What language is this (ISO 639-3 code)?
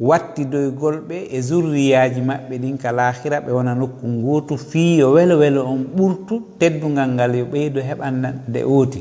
ful